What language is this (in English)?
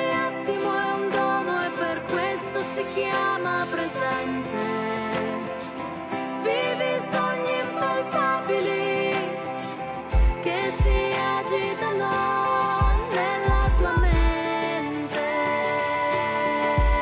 Italian